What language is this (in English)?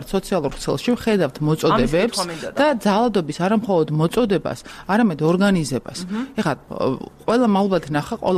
Georgian